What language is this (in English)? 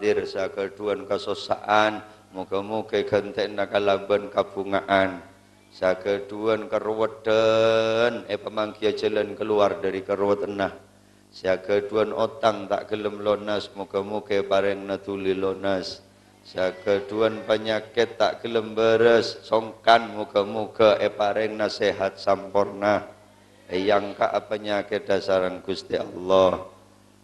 Madurese